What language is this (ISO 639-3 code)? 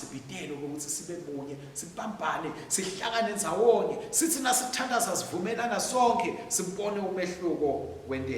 ssw